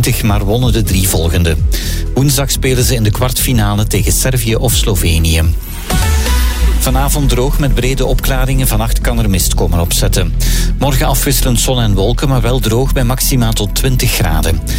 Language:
Dutch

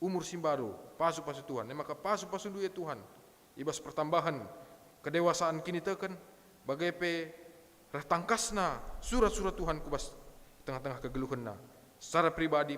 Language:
Batak Karo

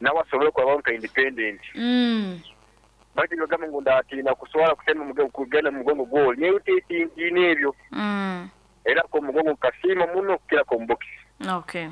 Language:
Nyoro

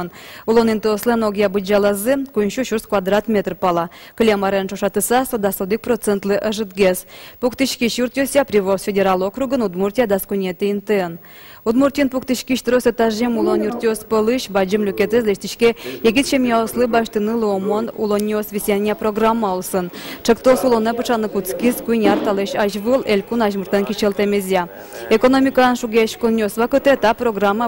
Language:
Udmurt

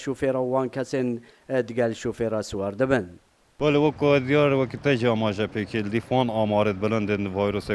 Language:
Kurdish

